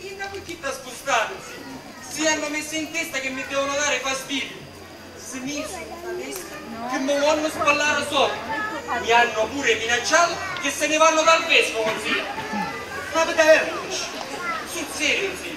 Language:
Sicilian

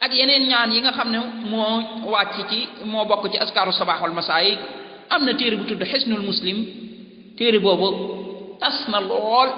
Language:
Wolof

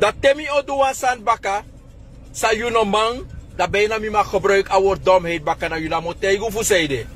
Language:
Sranan Tongo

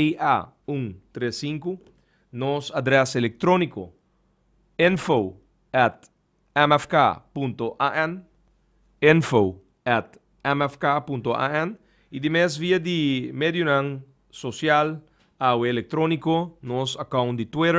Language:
Papiamento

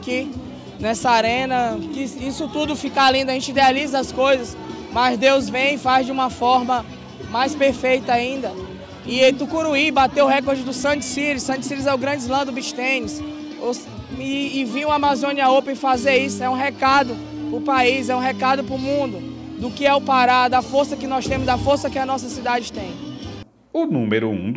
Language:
Portuguese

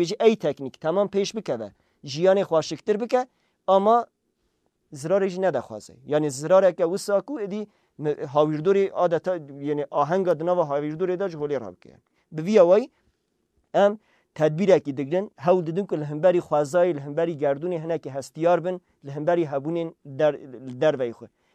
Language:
Kurdish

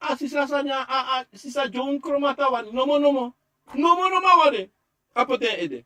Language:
Sranan Tongo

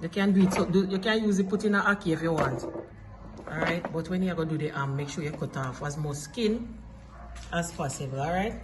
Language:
Jamaican Creole English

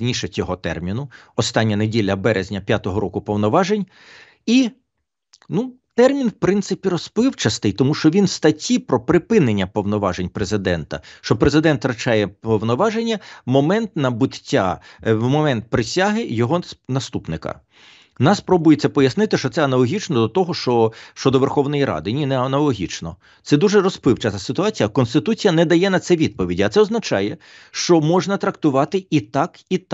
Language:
Ukrainian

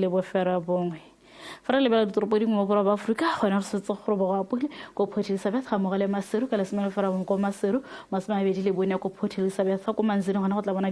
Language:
Tswana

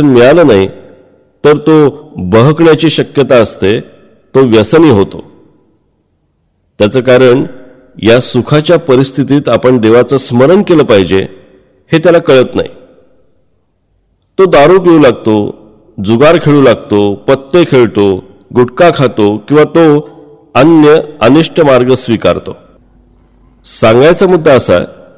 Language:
Marathi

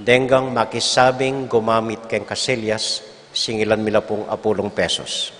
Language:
Pampanga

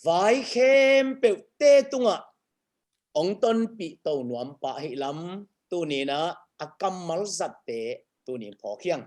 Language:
Tedim Chin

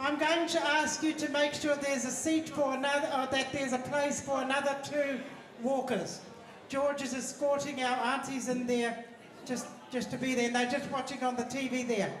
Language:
Māori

